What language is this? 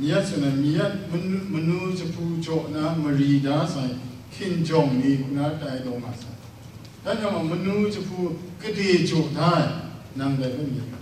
Kachin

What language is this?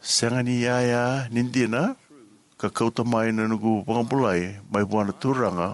Fijian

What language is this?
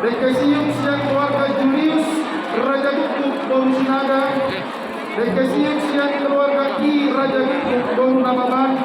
Batak Toba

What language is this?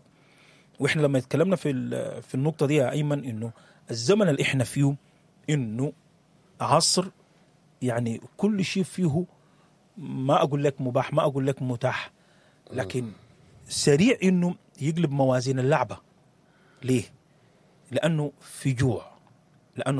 Sudanese Arabic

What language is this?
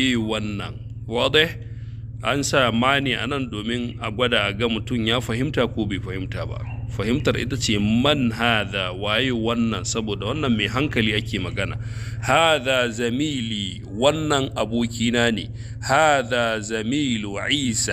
Hausa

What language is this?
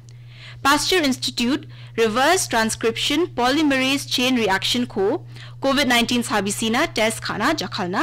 Garo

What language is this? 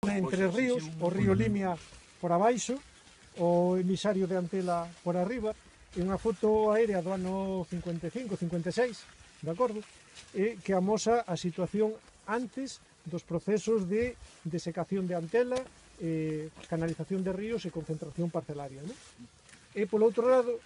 Galician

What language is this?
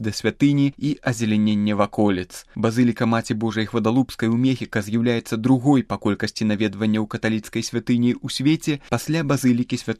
Belarusian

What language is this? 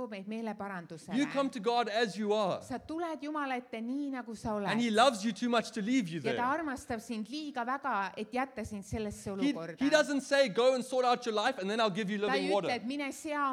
Estonian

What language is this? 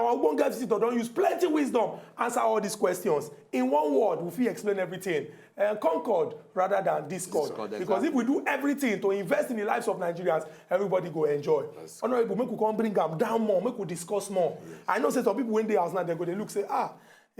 Nigerian Pidgin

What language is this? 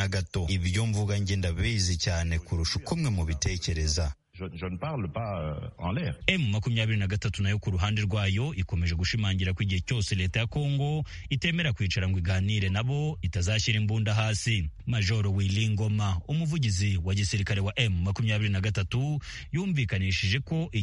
Kinyarwanda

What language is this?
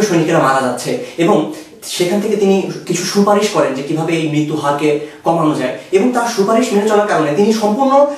Bangla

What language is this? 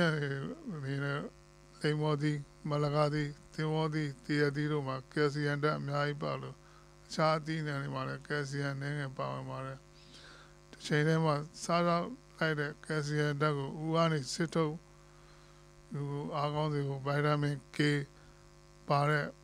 Burmese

